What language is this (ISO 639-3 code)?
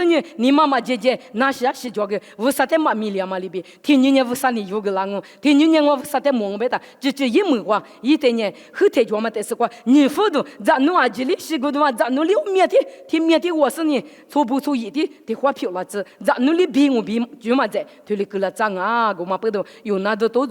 lis